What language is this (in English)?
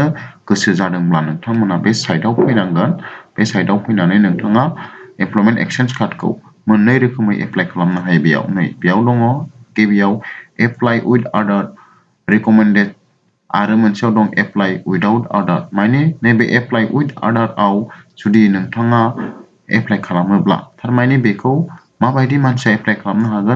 Bodo